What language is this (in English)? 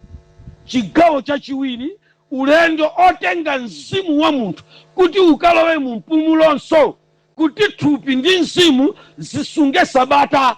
Nyanja